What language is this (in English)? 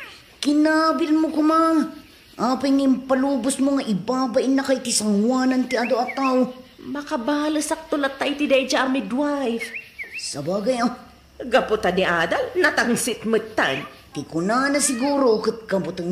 Iloko